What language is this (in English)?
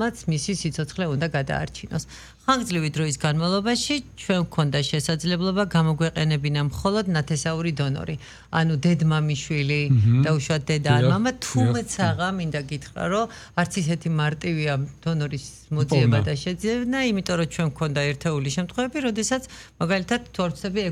Georgian